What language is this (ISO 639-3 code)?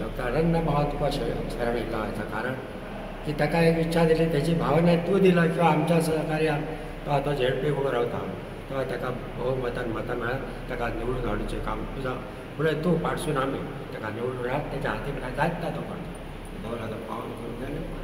kok